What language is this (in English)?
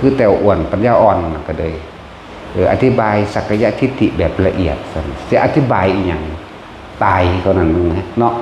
Northeastern Thai